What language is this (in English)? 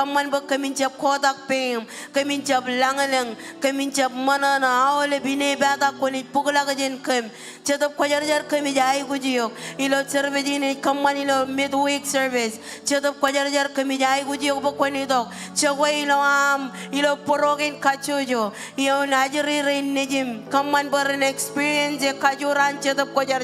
Marshallese